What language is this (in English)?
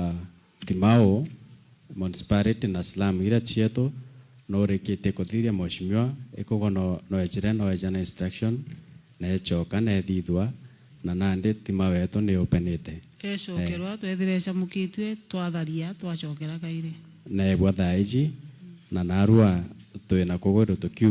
Meru